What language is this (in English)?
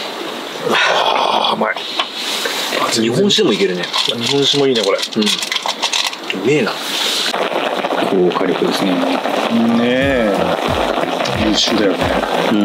Japanese